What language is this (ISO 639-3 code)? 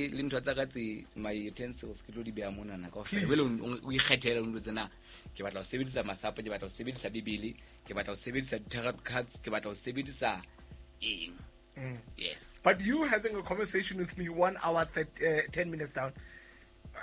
sot